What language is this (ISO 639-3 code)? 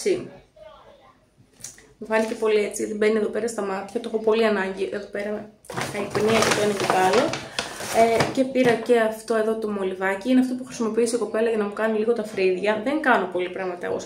ell